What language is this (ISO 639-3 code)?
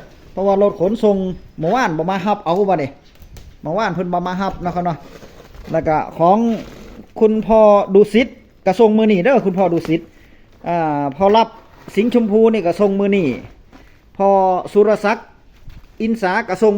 tts